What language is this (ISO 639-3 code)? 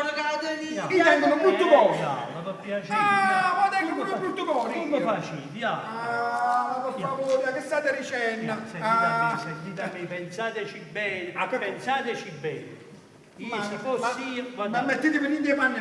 nap